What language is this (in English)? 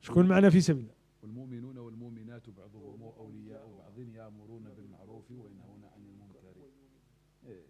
Moroccan Arabic